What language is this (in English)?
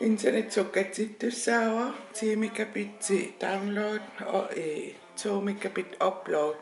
Kalaallisut